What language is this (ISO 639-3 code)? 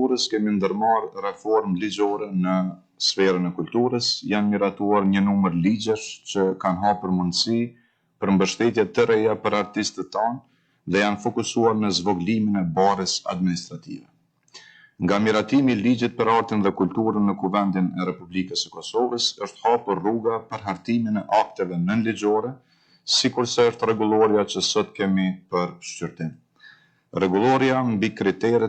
sqi